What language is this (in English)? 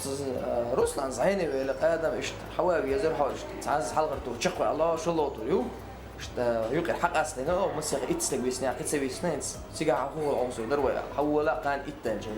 Chechen